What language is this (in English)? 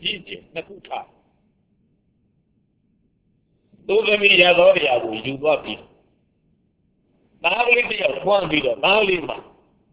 Burmese